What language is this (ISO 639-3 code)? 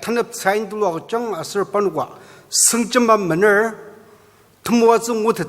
njo